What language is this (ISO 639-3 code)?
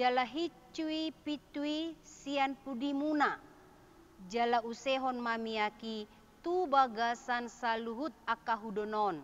bbc